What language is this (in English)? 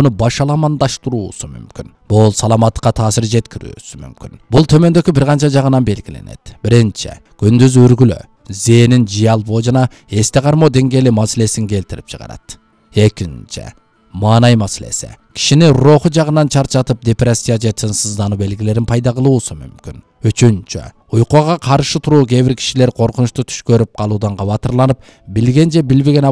Kyrgyz